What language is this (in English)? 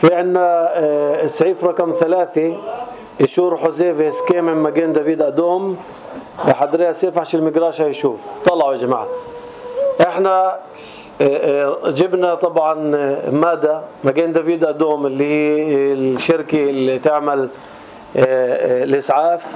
North Levantine Arabic